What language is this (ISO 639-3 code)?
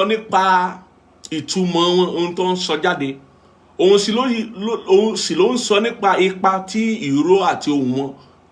yor